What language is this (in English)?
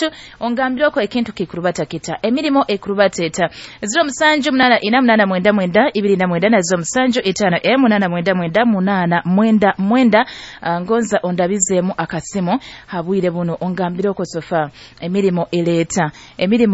Nyoro